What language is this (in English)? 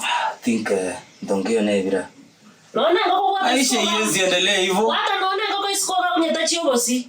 Gusii